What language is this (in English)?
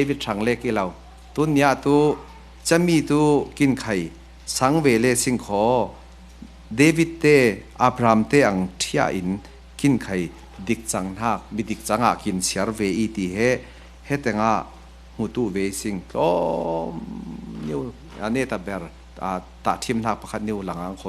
Falam Chin